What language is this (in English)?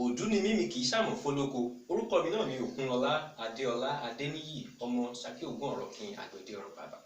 Yoruba